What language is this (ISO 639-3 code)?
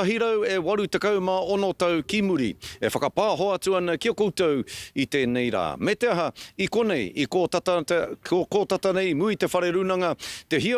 mri